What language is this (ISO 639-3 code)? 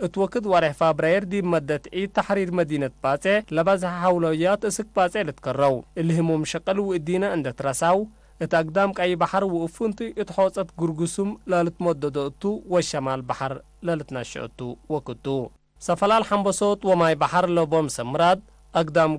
tig